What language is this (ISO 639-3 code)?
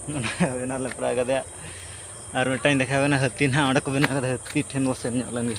sat